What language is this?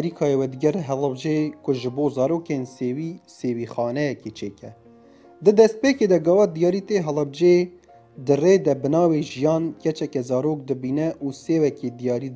Kurdish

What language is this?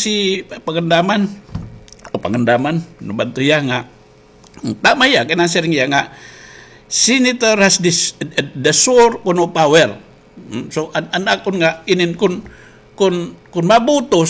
Waray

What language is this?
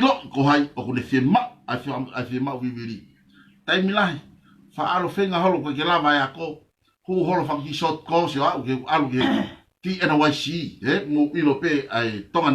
Tongan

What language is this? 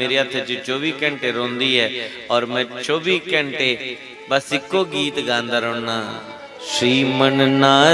Dogri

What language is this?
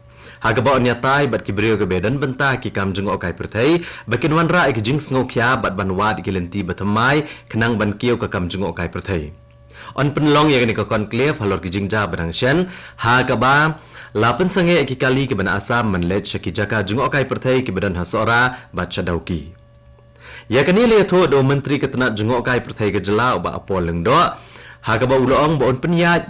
Khasi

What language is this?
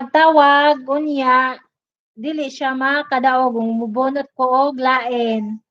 Cebuano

